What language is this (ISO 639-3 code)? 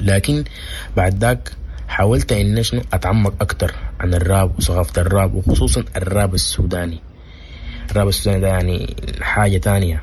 apd